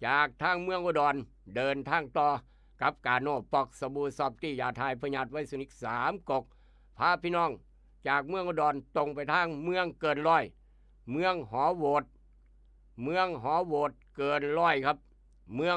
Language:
Northeastern Thai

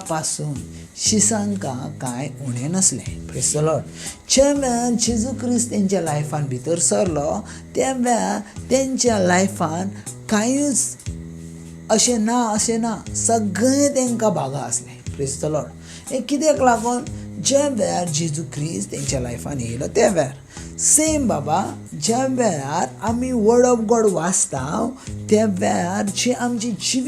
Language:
Konkani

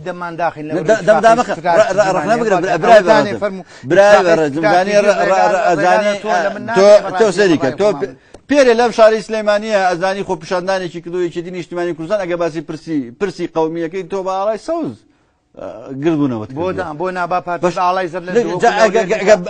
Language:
Central Kurdish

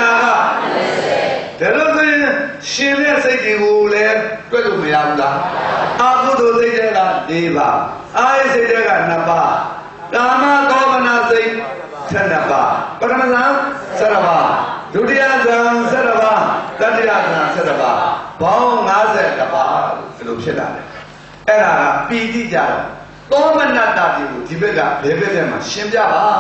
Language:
Burmese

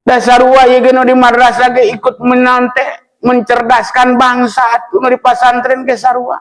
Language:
Sundanese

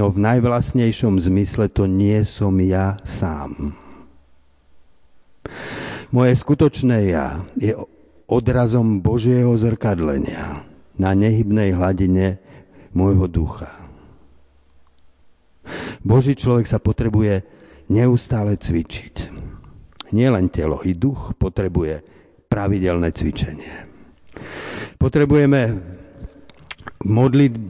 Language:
Slovak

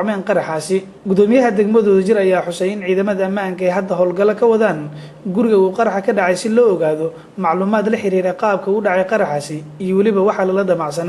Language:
Somali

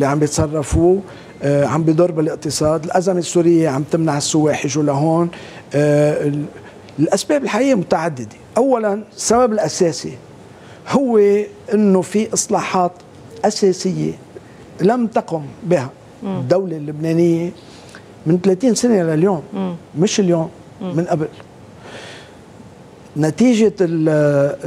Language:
North Levantine Arabic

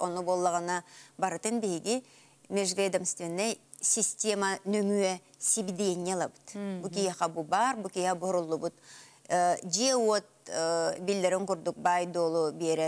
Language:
Yakut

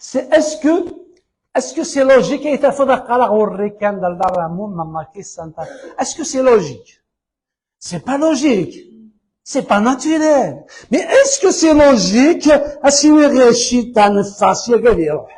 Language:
Kabyle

